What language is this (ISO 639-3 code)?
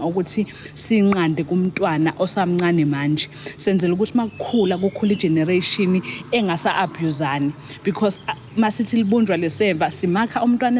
zul